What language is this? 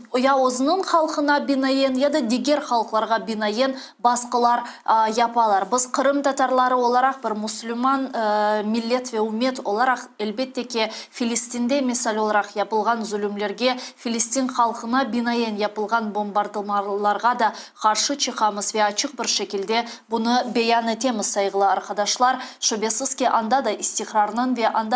Crimean Tatar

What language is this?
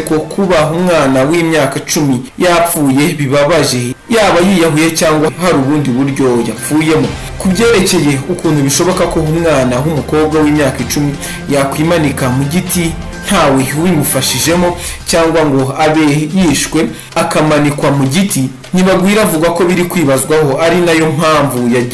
Kinyarwanda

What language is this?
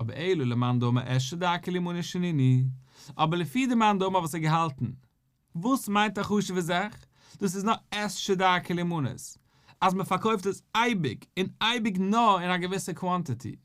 Yiddish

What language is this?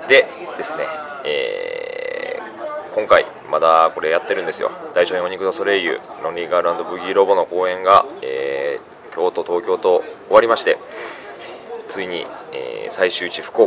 Japanese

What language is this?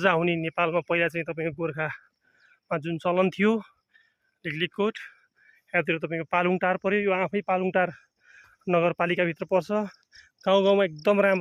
Nepali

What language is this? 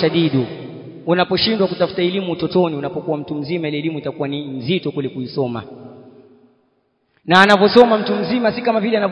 Swahili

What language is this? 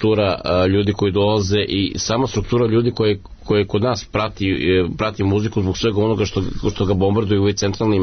Serbian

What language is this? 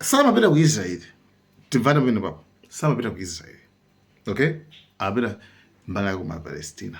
Nyanja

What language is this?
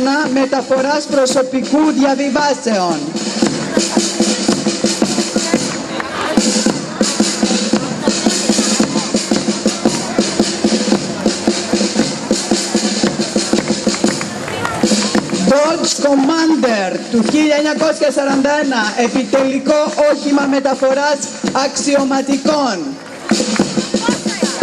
Greek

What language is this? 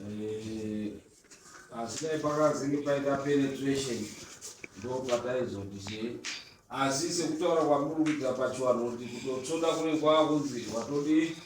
Shona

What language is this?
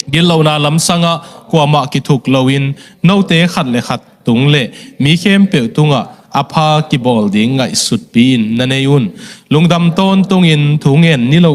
Tedim Chin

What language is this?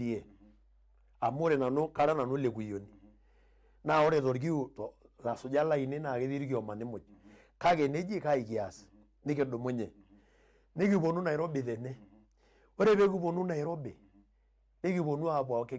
Masai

